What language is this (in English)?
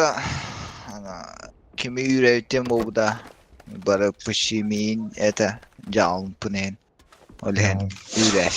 Yakut